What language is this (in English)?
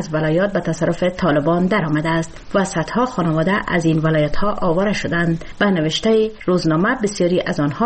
Persian